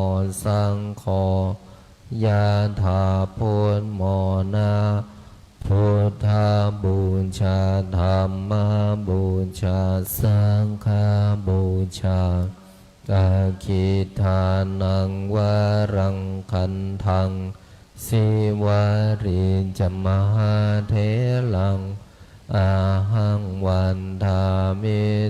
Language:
Pali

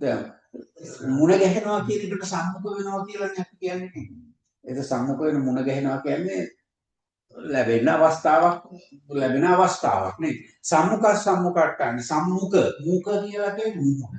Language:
Sinhala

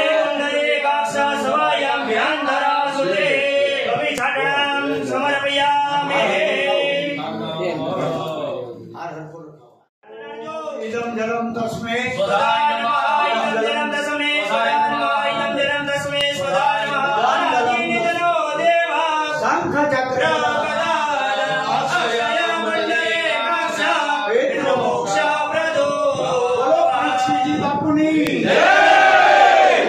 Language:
Gujarati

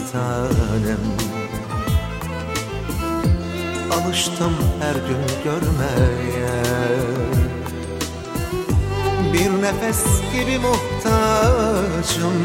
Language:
Turkish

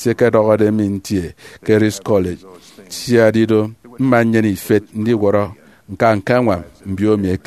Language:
Efik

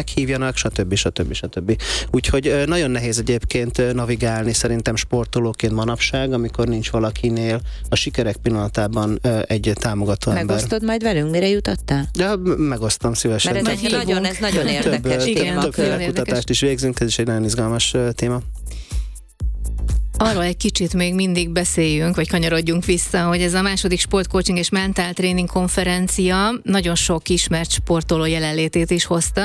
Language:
Hungarian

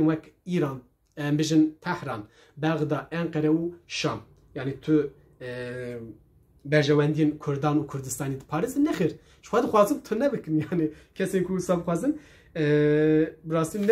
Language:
Kurdish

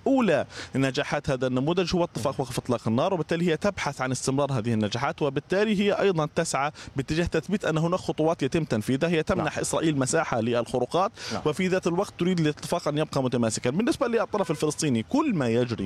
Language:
Arabic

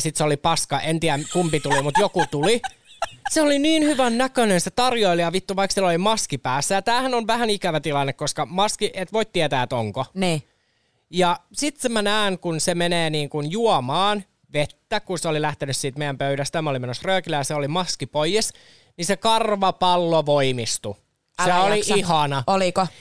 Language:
Finnish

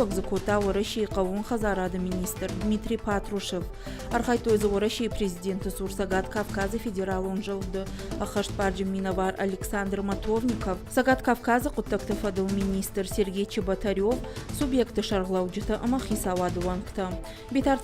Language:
Ossetic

